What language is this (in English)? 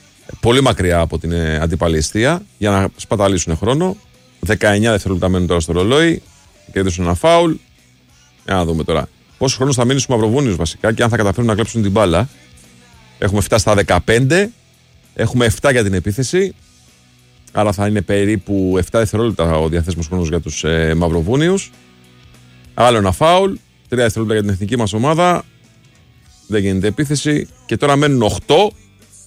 Greek